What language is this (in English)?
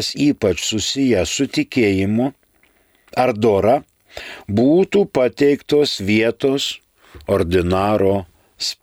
Lithuanian